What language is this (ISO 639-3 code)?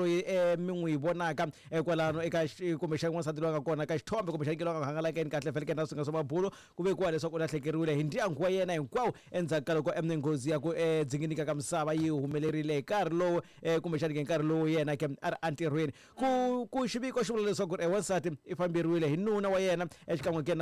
tso